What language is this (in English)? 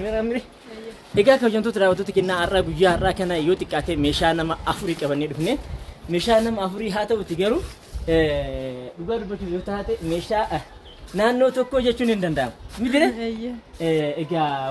Oromo